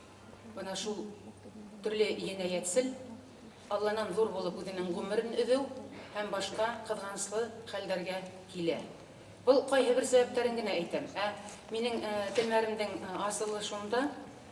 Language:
Bashkir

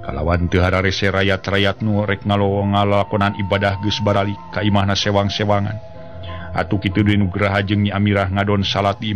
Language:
Sundanese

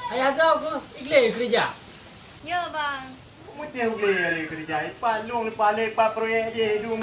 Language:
Achinese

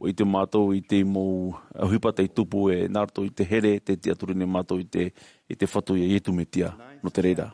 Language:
Tahitian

